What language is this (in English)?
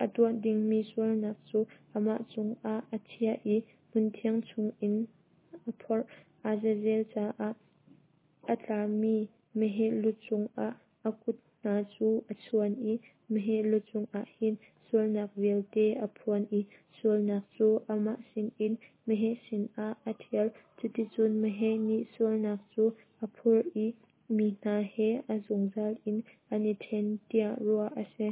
Hakha Chin